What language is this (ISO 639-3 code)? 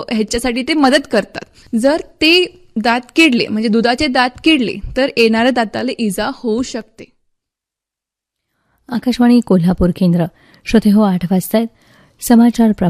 mar